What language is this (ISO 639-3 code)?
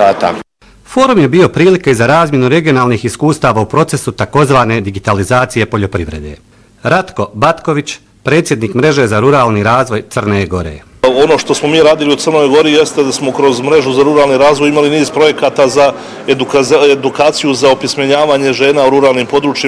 bos